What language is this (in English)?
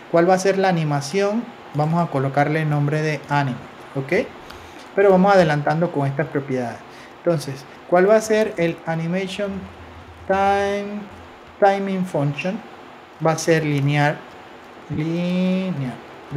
Spanish